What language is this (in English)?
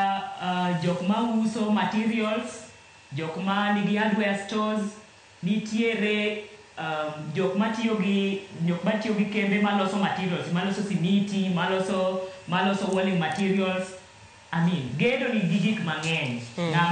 Luo (Kenya and Tanzania)